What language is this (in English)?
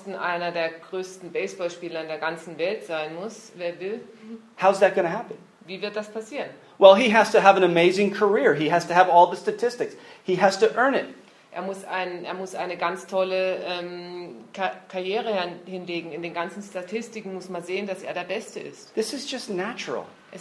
German